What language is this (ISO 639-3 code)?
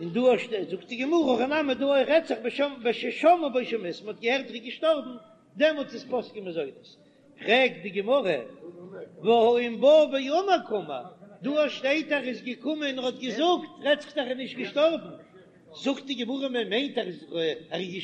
yid